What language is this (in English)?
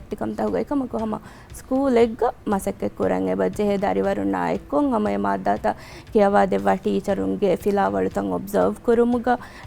Divehi